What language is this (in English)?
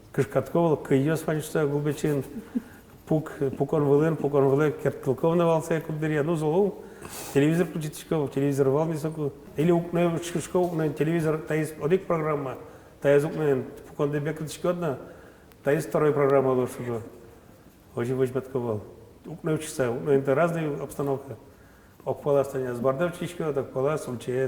Udmurt